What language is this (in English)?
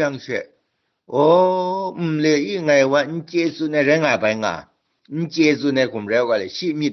Kachin